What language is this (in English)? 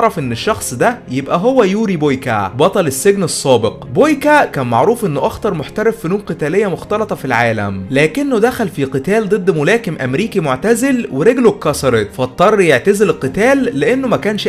Egyptian Arabic